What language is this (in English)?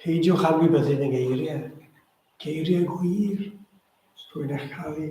Welsh